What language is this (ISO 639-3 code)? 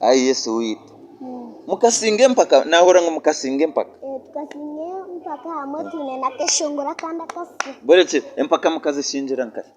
nyn